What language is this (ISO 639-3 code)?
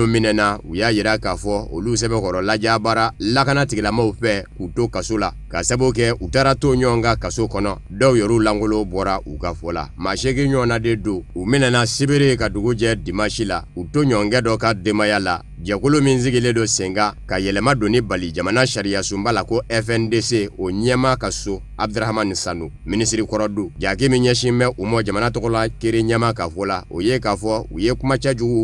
bam